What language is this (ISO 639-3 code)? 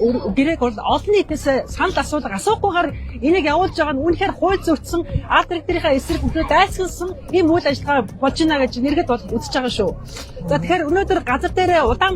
mon